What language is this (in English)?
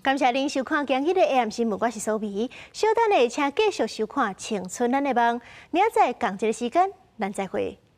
Min Nan Chinese